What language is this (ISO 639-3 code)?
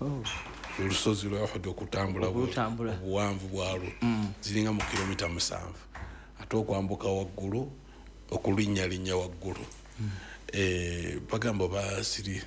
lug